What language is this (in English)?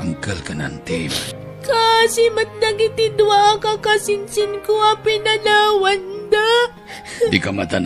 Iloko